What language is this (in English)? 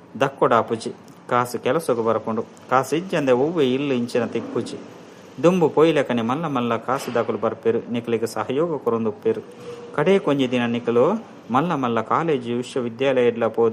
Tulu